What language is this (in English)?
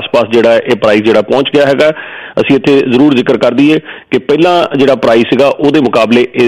Punjabi